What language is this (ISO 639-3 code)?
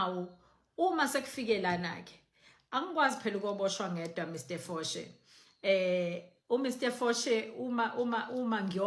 zul